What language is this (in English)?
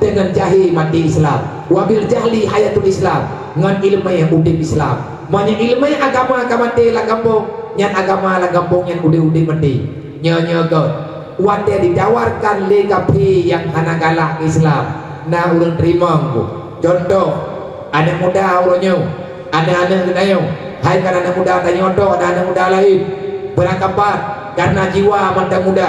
Achinese